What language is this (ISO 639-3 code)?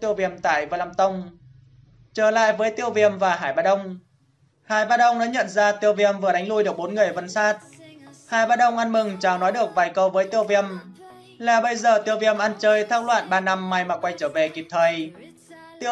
vie